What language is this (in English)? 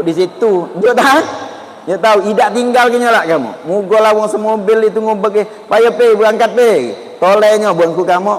Musi